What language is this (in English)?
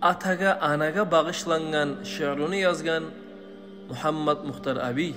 Kumyk